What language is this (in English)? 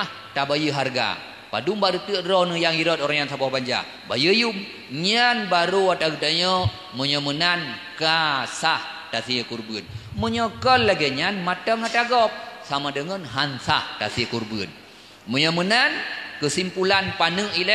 Achinese